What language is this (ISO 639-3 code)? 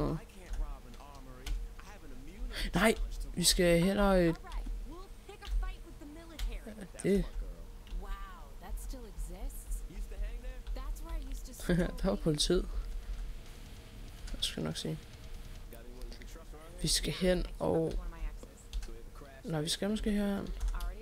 dan